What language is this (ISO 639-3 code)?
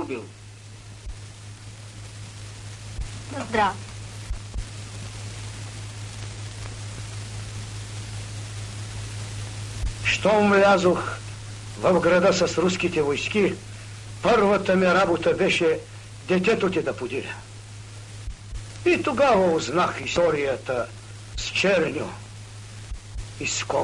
bul